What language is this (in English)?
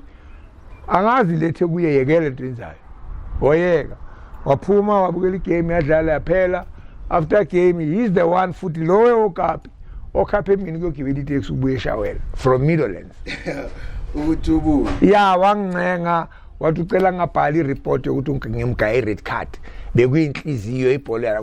Zulu